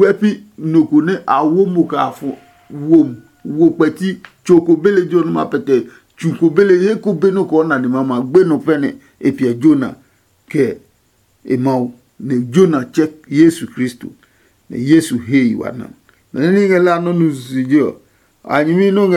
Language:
Adangme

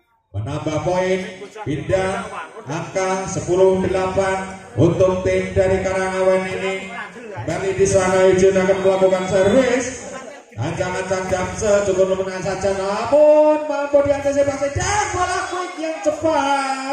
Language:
Indonesian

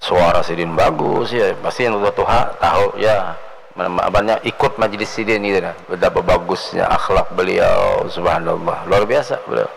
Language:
Banjar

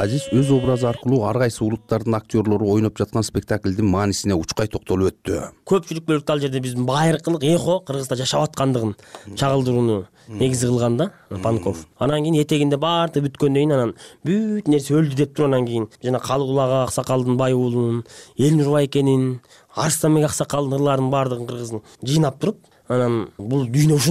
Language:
Kyrgyz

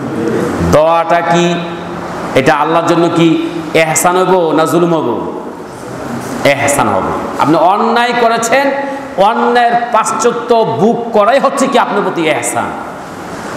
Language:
Bangla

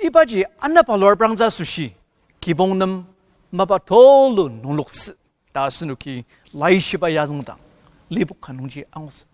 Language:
Ao Naga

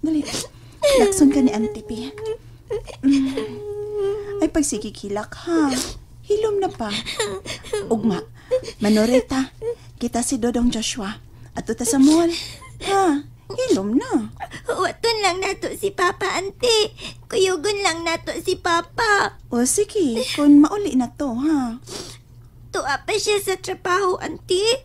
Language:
Cebuano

